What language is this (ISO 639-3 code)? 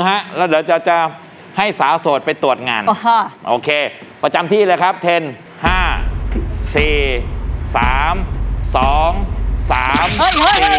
tha